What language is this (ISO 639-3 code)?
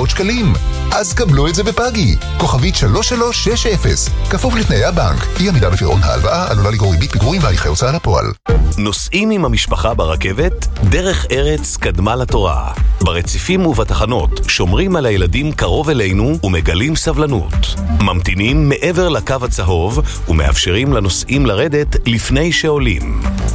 heb